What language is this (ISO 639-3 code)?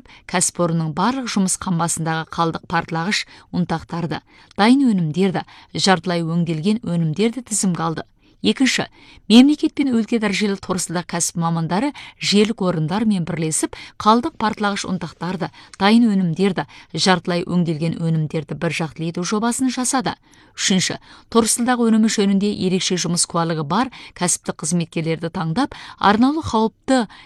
kaz